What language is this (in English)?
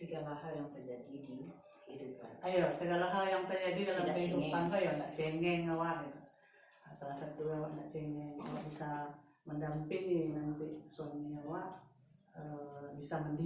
Minangkabau